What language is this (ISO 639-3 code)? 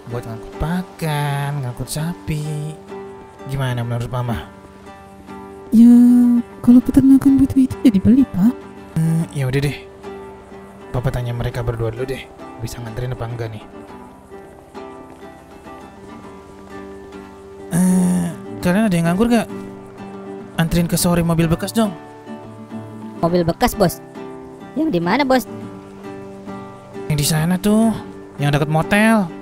ind